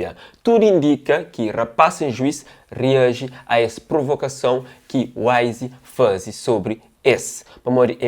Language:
Kabuverdianu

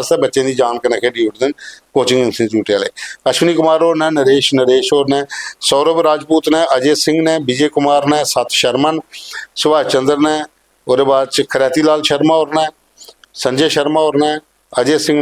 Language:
Dogri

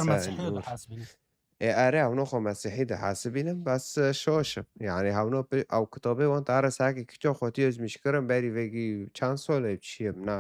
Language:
Kurdish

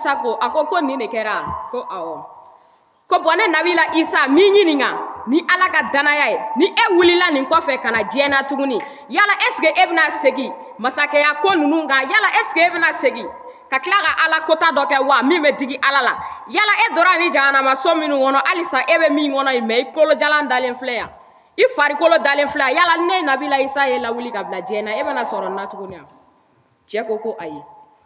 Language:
Bambara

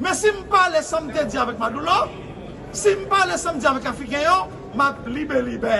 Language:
Haitian Creole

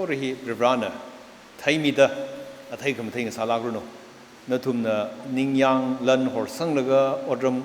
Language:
Tangkhul Naga (India)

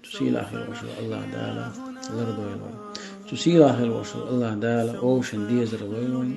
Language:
Chechen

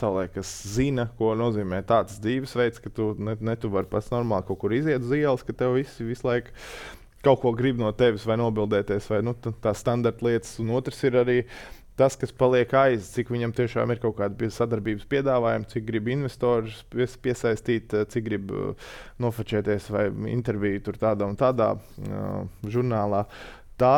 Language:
Latvian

